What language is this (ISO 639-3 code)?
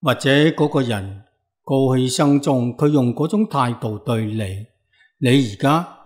yue